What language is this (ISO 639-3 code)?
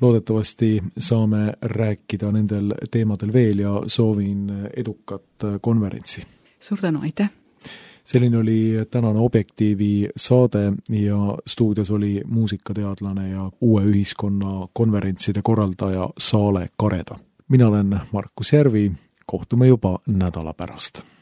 est